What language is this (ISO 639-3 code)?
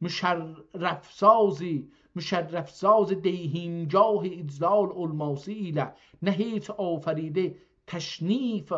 azb